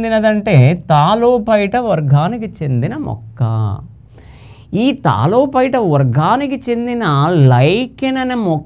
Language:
Telugu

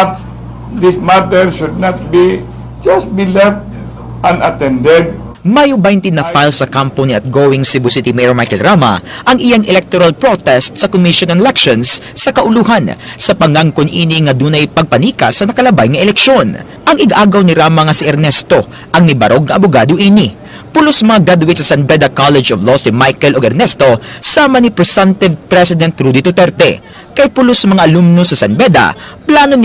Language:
Cebuano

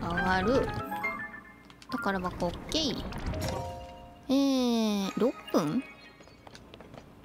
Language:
Japanese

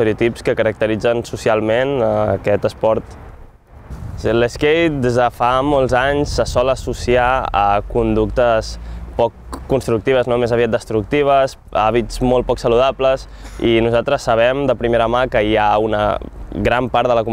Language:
Catalan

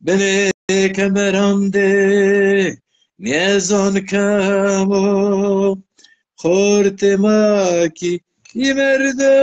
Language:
Zaza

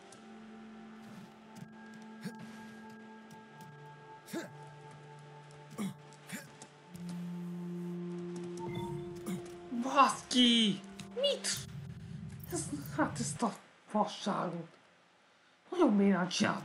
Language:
Hungarian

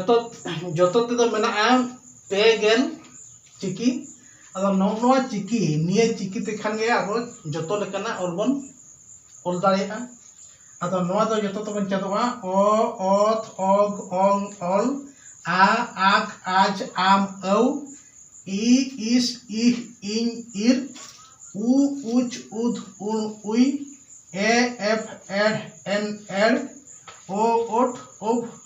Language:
Santali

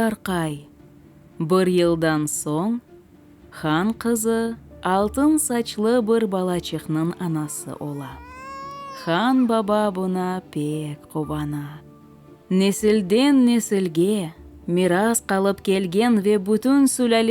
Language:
Crimean Tatar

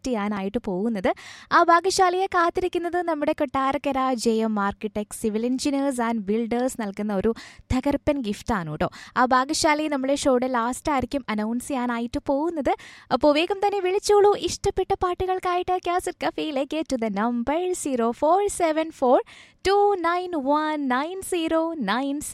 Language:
Malayalam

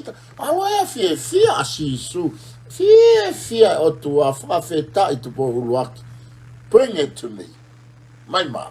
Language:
Tongan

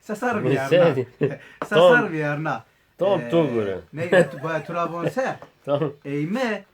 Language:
Zaza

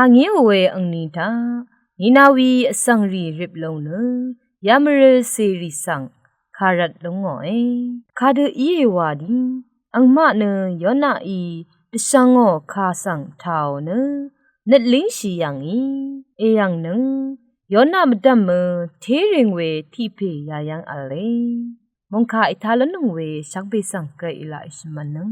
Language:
Rawang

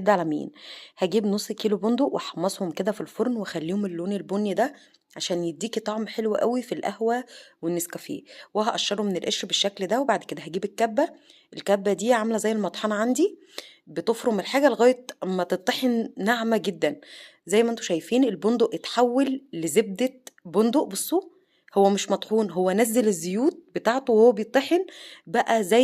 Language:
Egyptian Arabic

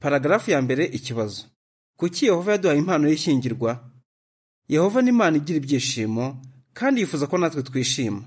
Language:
Kinyarwanda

